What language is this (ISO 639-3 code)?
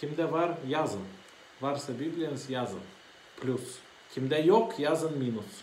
gag